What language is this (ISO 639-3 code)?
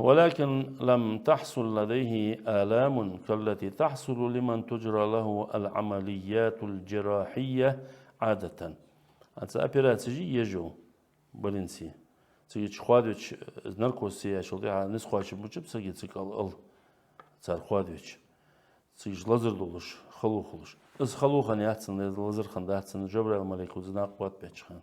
inh